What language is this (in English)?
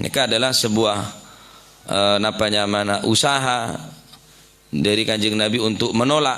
Madurese